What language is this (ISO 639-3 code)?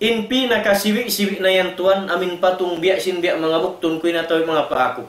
tsg